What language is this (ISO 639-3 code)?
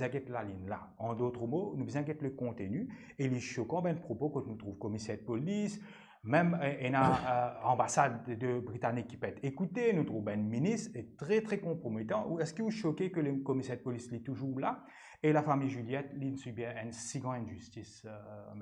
mfe